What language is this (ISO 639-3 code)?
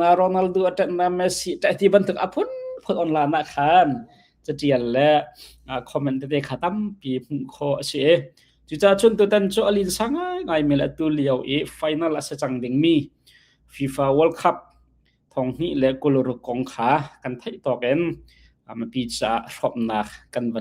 cnh